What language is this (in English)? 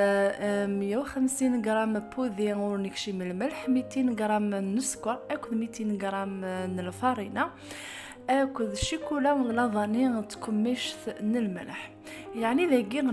Kabyle